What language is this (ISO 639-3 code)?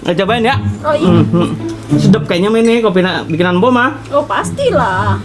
bew